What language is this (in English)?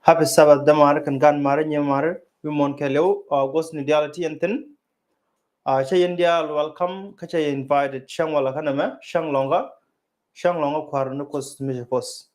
Nuer